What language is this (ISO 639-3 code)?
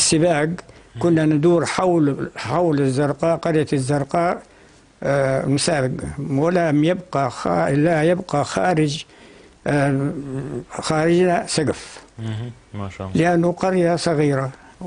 apc